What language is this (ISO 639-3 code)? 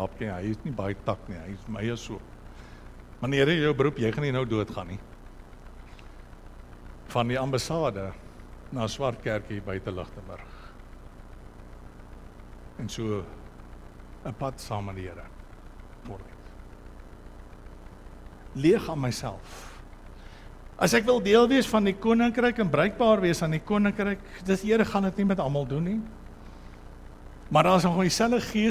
afr